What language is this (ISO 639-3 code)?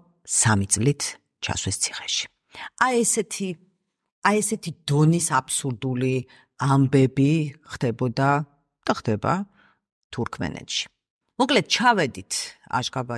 kat